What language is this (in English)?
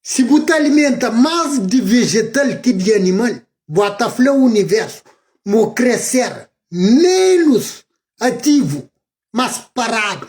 Kabuverdianu